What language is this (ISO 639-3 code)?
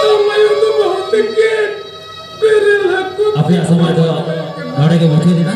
sat